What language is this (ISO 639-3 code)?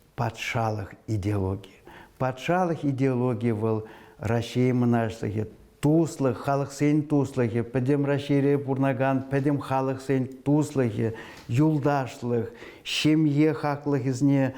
chv